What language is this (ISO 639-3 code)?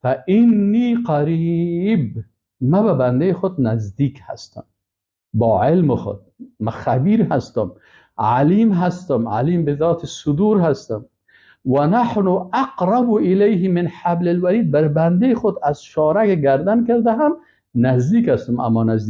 fas